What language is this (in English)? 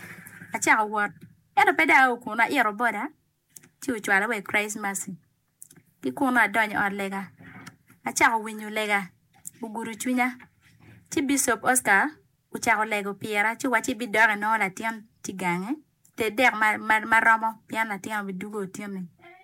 Acoli